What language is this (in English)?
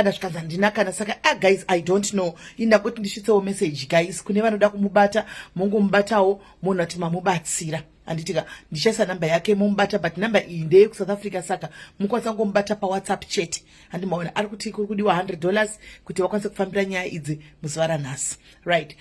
Shona